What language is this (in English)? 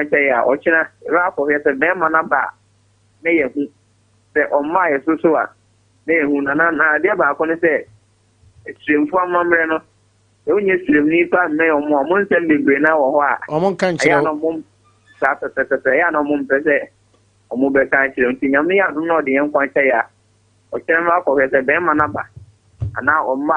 Akan